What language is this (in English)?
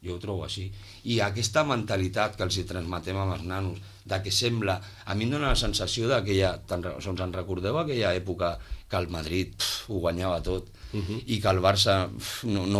Catalan